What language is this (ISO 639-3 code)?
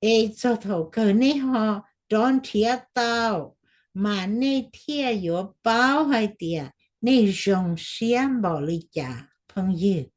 hmn